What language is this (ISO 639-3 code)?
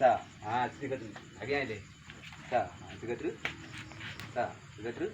ace